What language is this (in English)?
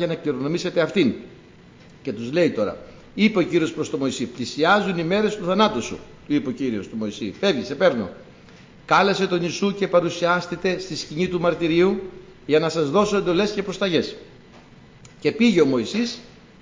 Greek